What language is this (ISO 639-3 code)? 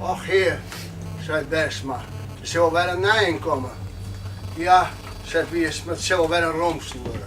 fry